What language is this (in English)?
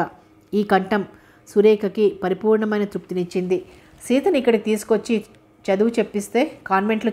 Telugu